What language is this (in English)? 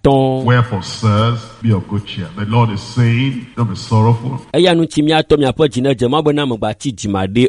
Ewe